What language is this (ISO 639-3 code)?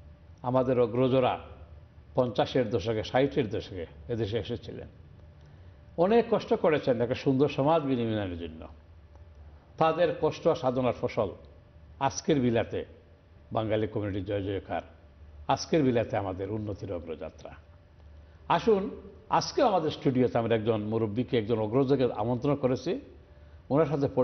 ben